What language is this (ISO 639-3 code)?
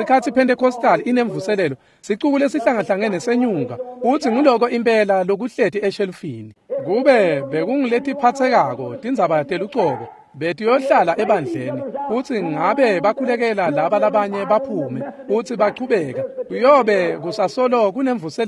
ssw